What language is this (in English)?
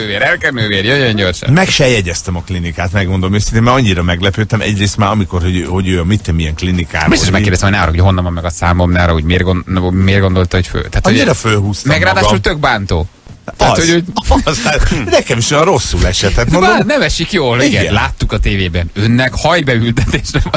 Hungarian